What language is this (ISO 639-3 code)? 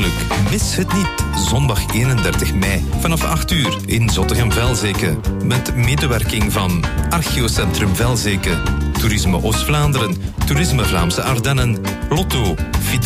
nld